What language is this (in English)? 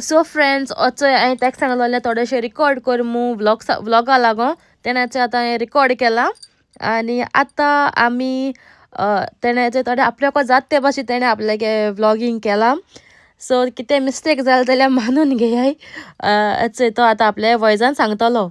Konkani